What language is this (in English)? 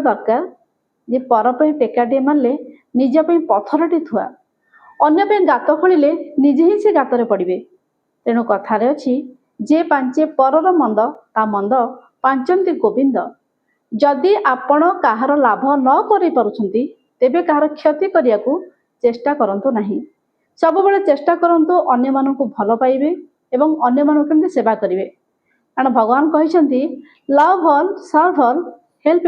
Odia